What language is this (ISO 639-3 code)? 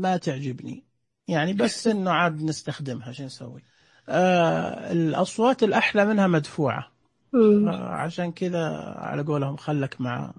ars